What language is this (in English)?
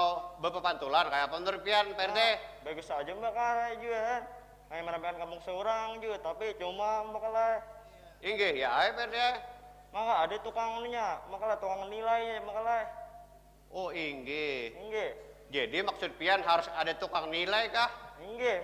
Banjar